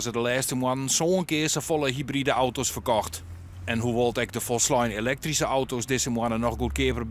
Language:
Western Frisian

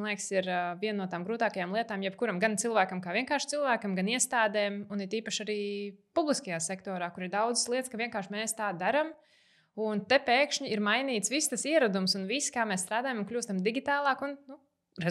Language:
Latvian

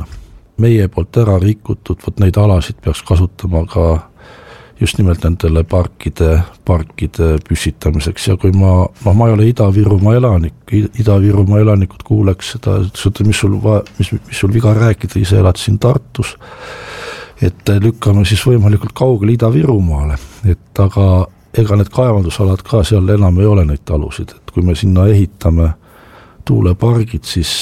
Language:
Estonian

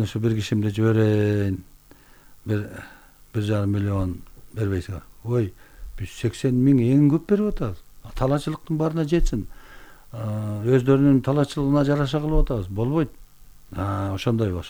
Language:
Kyrgyz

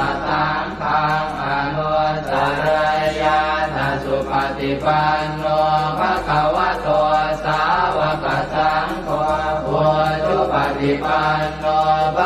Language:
Pali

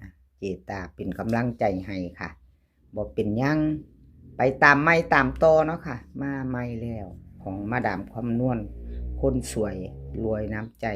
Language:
Northeastern Thai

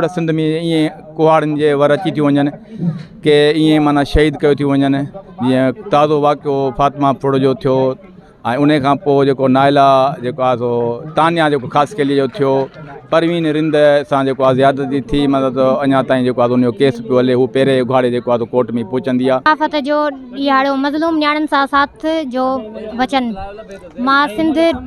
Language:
Sindhi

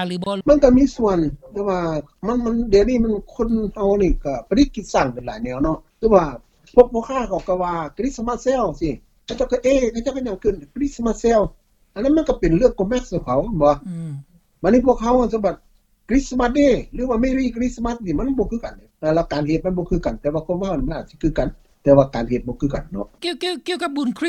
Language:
Lao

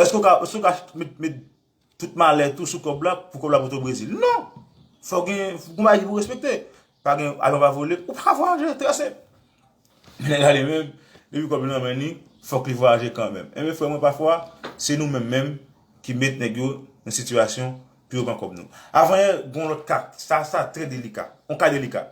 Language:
Haitian Creole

